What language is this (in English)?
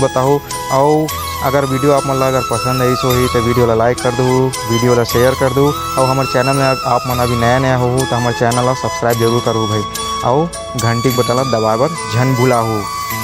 Chhattisgarhi